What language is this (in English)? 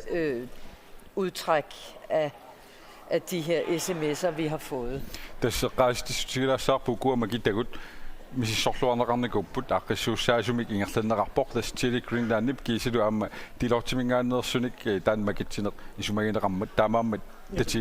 Kalaallisut